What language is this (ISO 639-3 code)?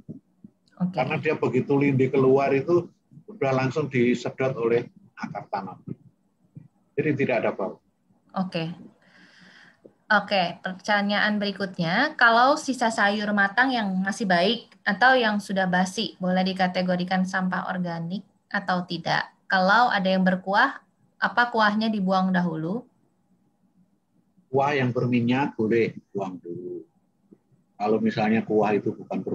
ind